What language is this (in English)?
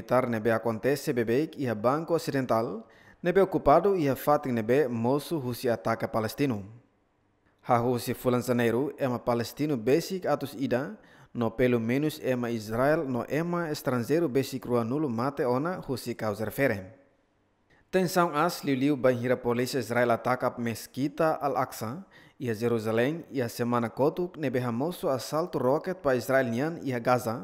Tetum